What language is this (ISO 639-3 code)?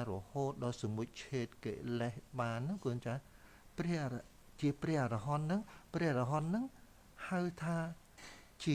khm